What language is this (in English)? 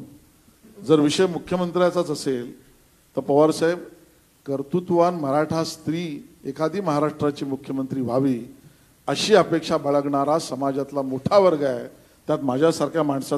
Marathi